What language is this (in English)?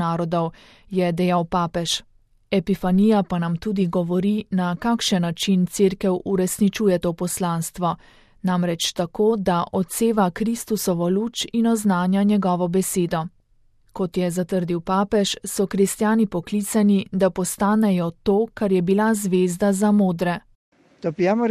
Slovenian